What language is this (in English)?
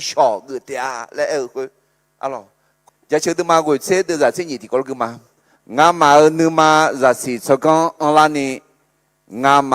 Akha